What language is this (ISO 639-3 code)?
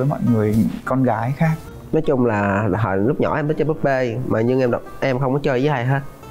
vie